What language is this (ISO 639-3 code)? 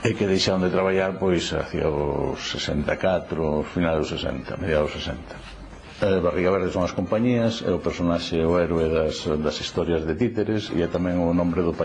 glg